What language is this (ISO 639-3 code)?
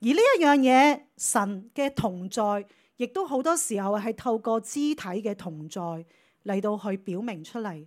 yue